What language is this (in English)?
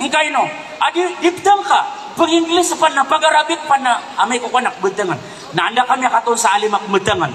Maranao